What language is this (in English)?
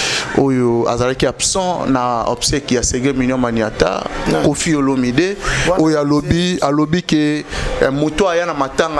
Lingala